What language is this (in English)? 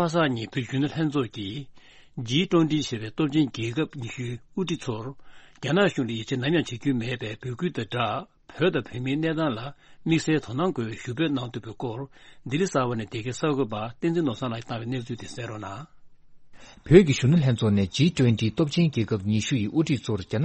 Tibetan